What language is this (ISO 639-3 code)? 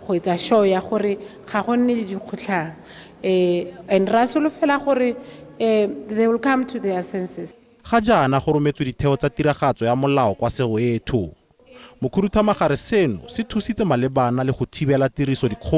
tsn